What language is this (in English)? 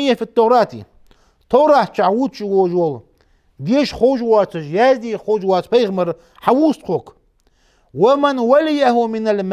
Ingush